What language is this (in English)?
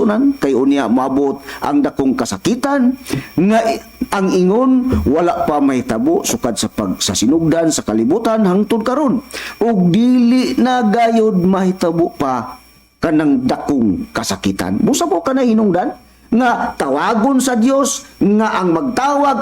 Cebuano